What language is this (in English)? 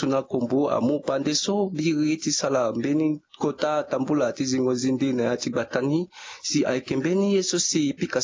Sango